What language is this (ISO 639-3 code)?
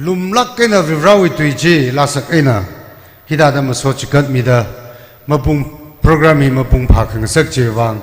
nmf